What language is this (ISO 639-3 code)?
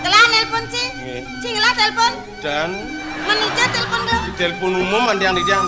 ban